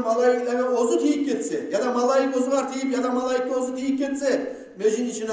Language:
Kumyk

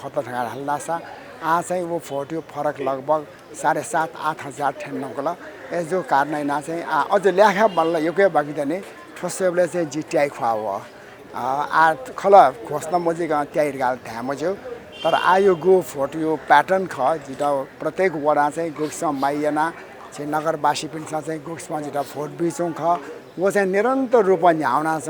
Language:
Newari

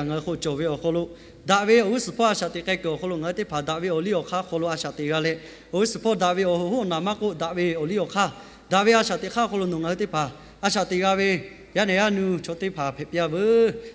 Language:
Lahu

